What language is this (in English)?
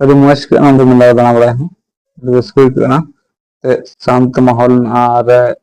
Santali